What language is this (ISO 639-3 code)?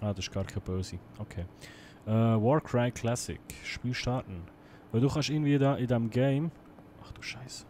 gsw